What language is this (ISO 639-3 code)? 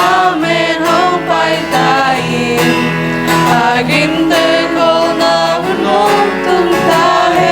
ctd